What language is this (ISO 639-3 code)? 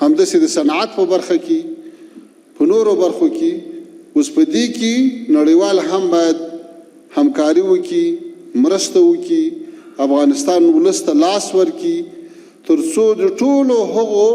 pus